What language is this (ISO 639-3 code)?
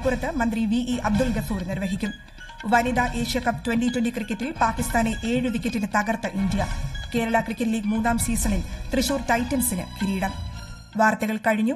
mal